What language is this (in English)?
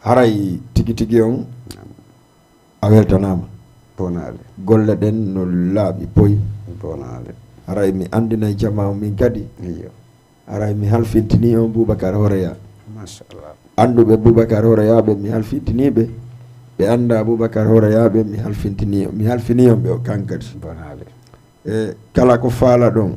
Fula